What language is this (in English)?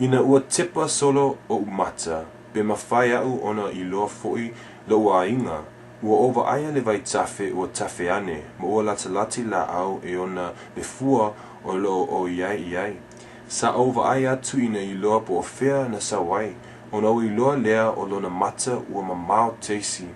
Samoan